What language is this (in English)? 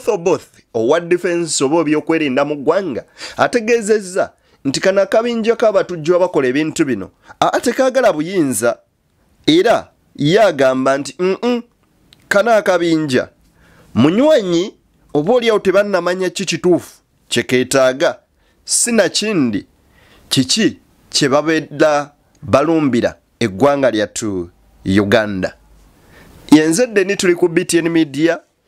Ganda